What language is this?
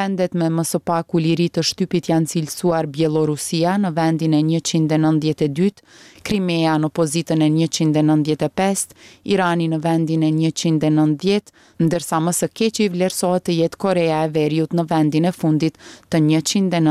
Albanian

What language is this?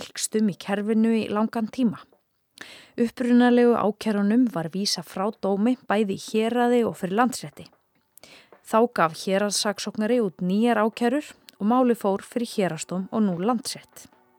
Icelandic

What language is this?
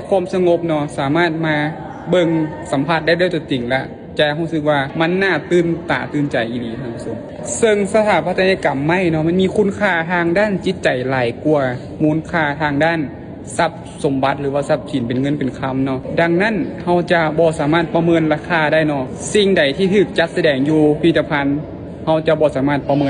Lao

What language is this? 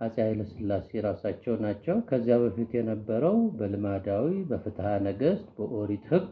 Amharic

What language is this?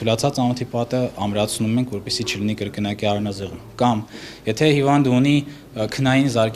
Armenian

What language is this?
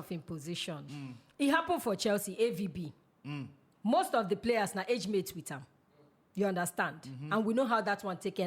Nigerian Pidgin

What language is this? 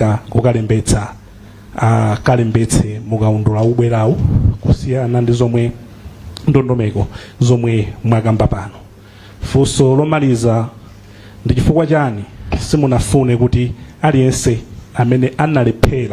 Nyanja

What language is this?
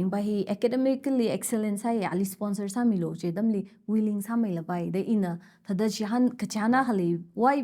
Tangkhul Naga (India)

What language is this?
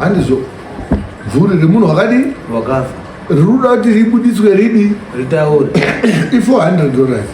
Shona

